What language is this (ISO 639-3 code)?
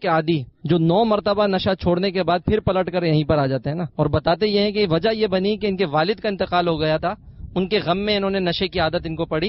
urd